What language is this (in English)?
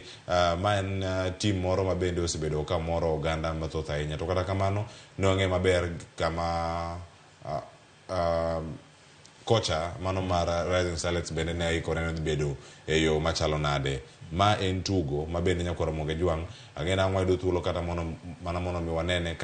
Luo (Kenya and Tanzania)